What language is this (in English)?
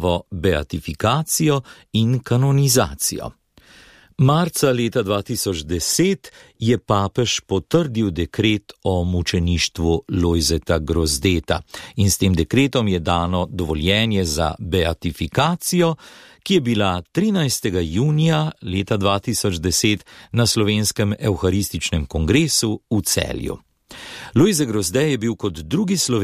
Slovenian